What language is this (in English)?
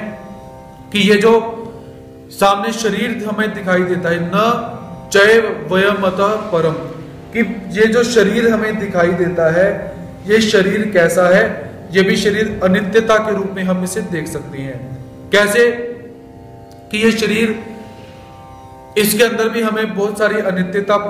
Hindi